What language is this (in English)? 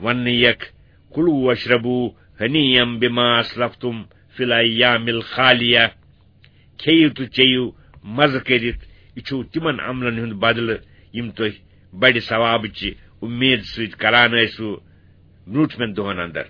Kashmiri